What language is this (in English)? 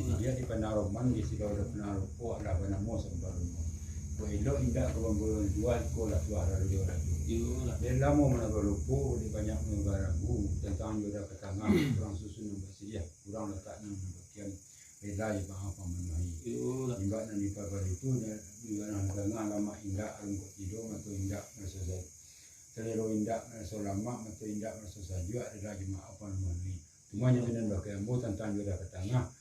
Minangkabau